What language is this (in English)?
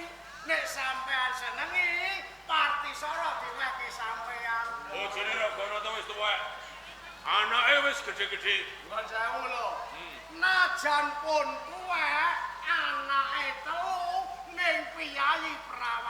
Javanese